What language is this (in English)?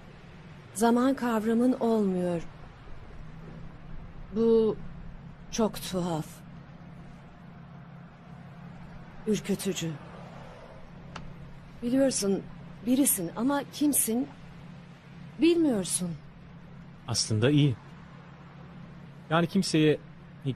Turkish